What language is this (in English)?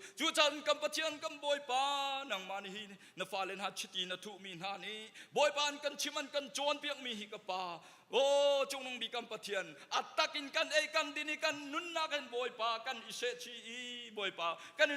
Hakha Chin